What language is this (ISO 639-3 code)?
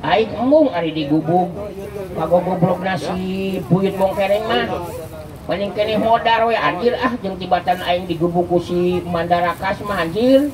sun